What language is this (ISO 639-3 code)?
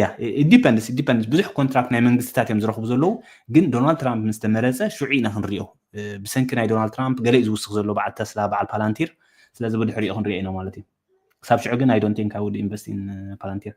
tir